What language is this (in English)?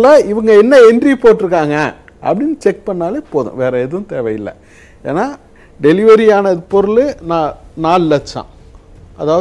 Tamil